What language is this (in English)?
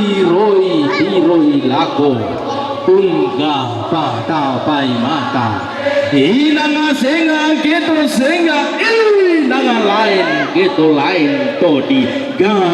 Toraja-Sa'dan